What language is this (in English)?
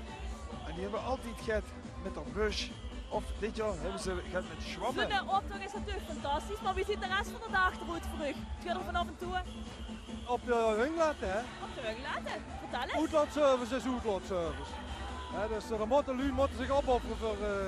Limburgish